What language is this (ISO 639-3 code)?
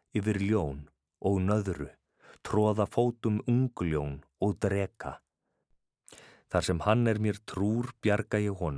isl